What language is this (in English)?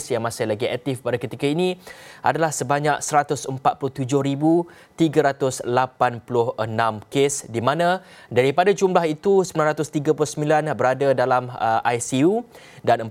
Malay